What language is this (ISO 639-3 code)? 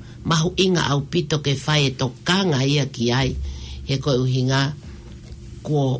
ton